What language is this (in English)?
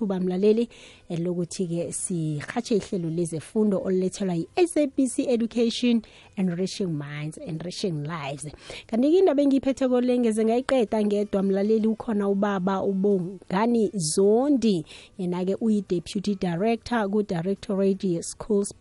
South Ndebele